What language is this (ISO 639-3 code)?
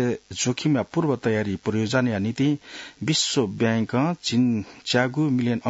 new